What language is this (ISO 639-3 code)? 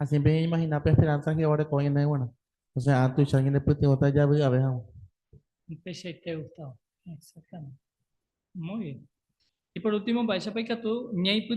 grn